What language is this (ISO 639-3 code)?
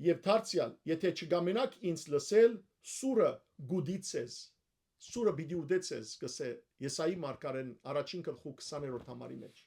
hyw